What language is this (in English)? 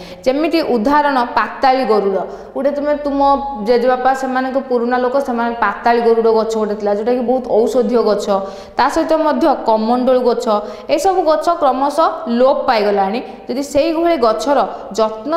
Odia